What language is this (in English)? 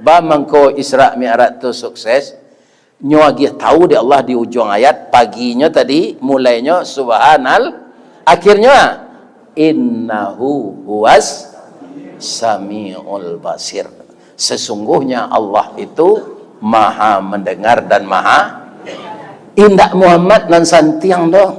Minangkabau